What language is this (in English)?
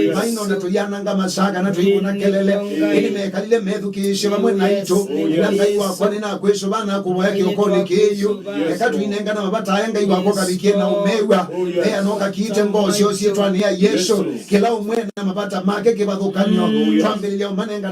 Kamba